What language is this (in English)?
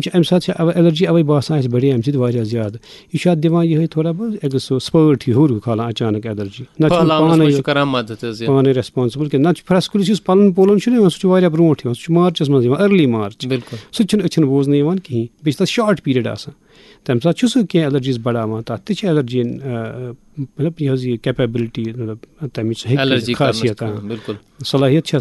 Kashmiri